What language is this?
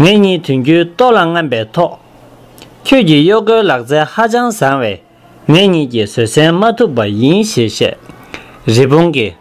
Tibetan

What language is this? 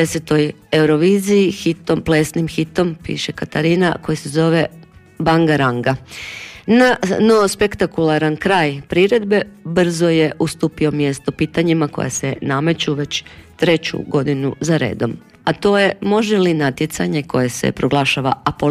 Croatian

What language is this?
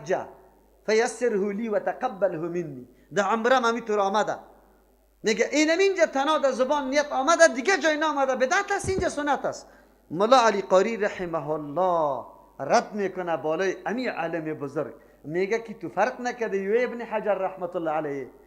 Persian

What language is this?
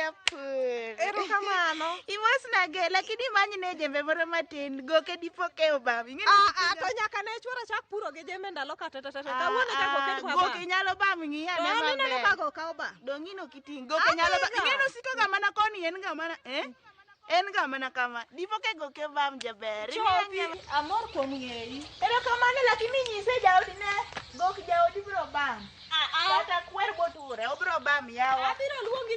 Luo (Kenya and Tanzania)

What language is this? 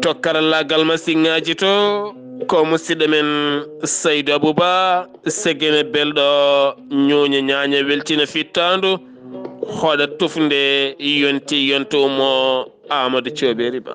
Fula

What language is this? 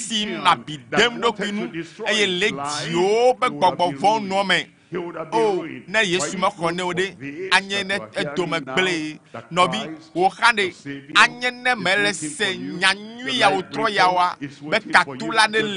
Ewe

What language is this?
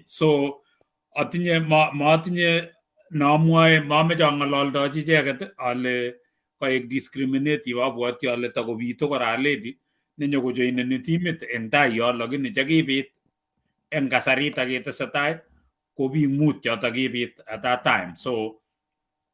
Kalenjin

